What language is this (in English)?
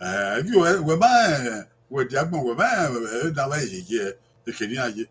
Bini